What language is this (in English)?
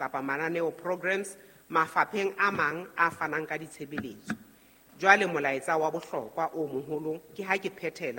Southern Sotho